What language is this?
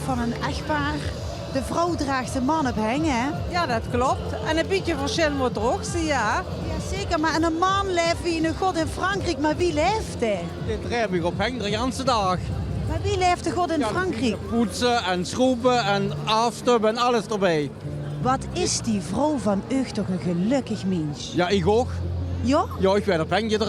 Limburgish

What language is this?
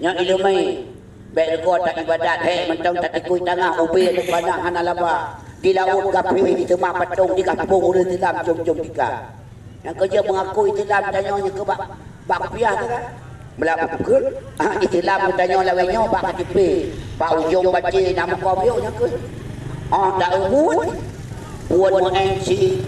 Achinese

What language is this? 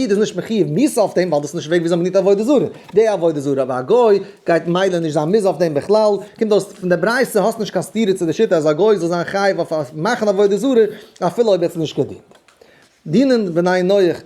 Yiddish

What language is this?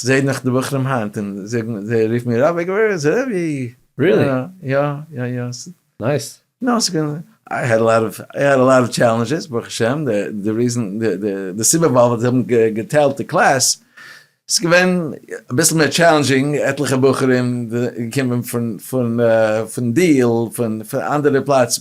Yiddish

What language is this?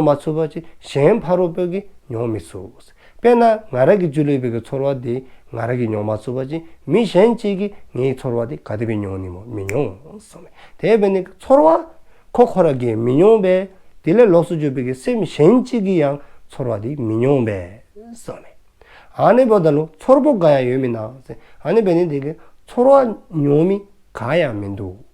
Dzongkha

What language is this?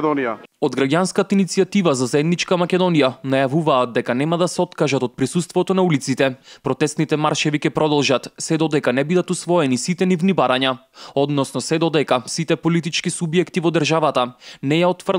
Macedonian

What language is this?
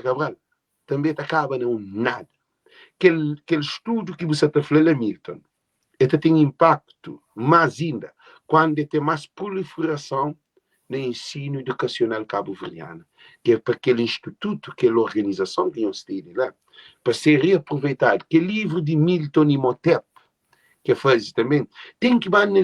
Kabuverdianu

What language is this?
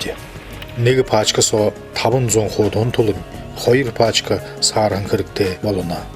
Buriat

